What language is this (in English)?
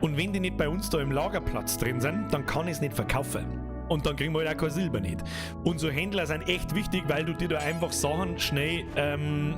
Bavarian